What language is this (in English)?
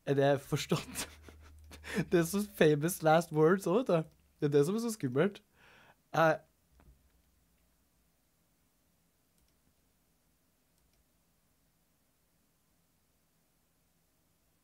Norwegian